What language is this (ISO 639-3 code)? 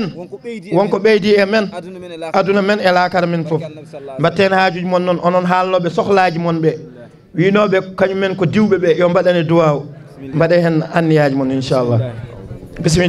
ful